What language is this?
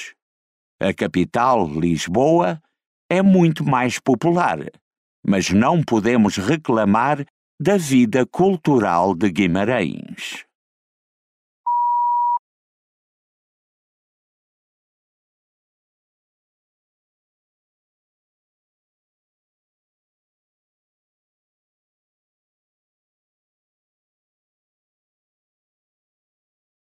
Portuguese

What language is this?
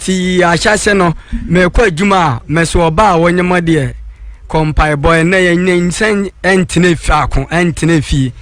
Akan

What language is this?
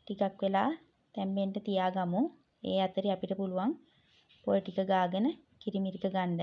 Sinhala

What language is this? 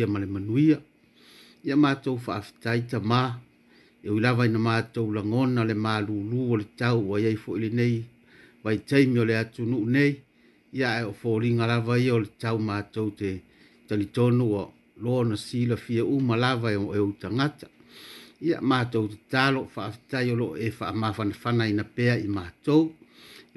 Samoan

